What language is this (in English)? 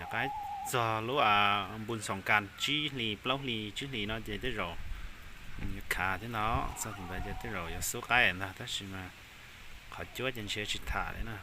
Hmong